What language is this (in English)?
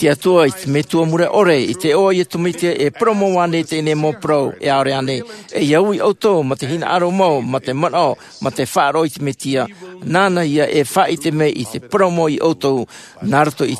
Tahitian